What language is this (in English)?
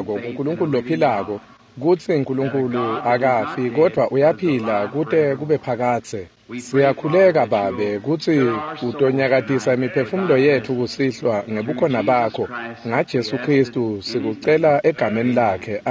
Swati